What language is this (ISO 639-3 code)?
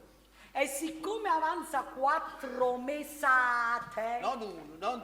nap